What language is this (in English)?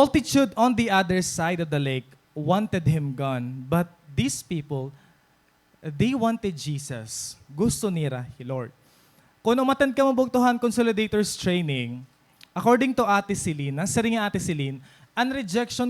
Waray